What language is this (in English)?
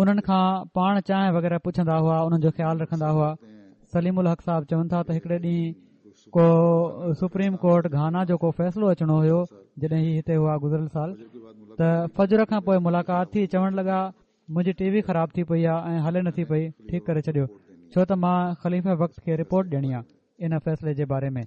Sindhi